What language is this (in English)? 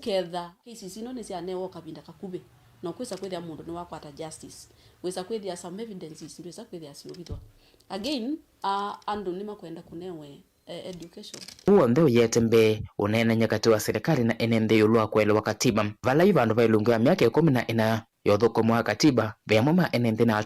Kamba